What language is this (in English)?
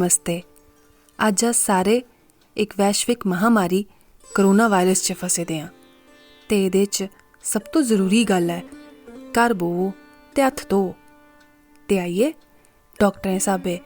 Dogri